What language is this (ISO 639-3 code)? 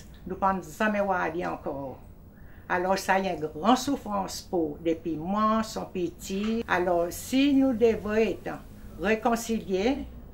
crs